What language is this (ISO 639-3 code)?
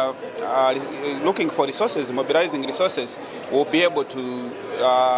eng